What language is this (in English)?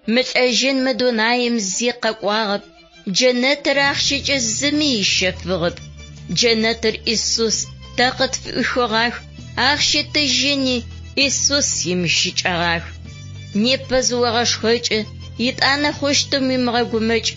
Adyghe